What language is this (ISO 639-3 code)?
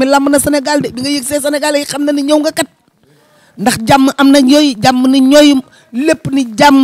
wol